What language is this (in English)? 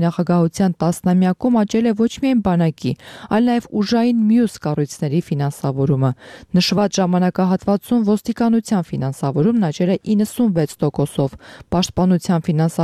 Armenian